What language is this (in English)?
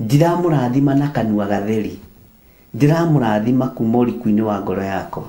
Kikuyu